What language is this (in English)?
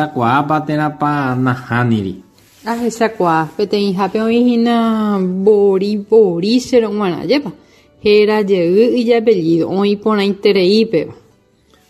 Guarani